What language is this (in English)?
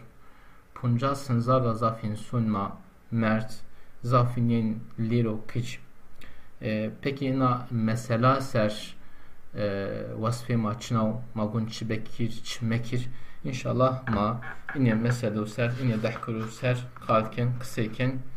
Zaza